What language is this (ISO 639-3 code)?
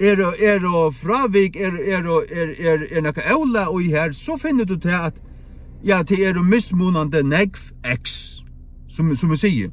fao